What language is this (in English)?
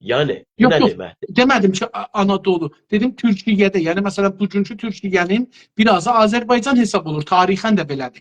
South Azerbaijani